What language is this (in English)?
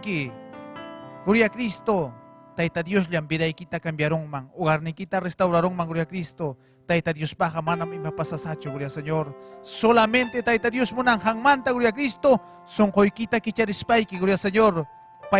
Ayacucho Quechua